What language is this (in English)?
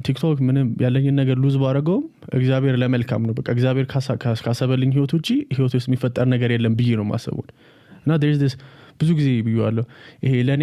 Amharic